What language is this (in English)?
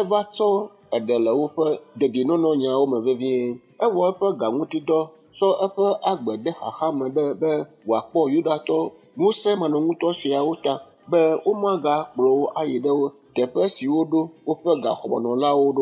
Ewe